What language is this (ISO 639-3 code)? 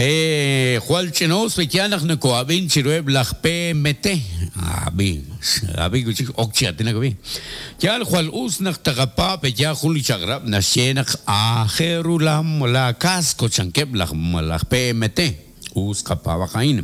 kek